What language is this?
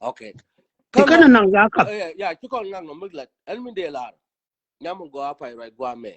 Nuer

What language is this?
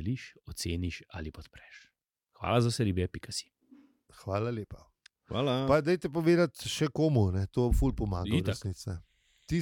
Slovenian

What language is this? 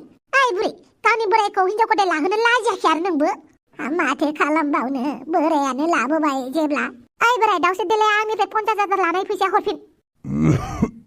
Bodo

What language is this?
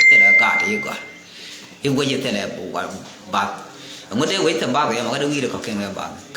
Nuer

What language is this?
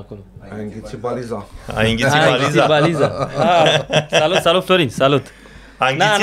Romanian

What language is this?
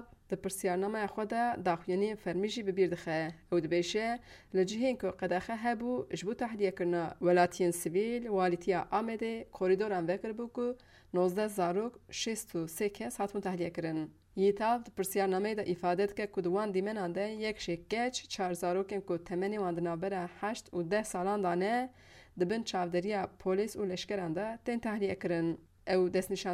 Kurdish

